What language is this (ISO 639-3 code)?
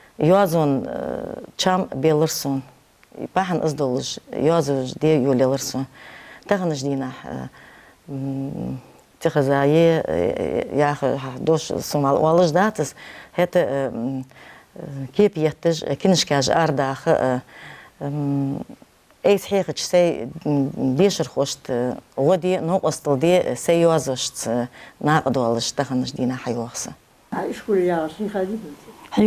inh